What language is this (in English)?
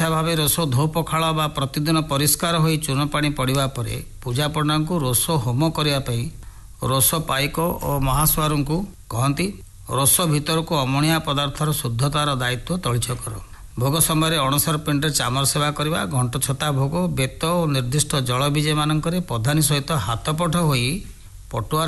Odia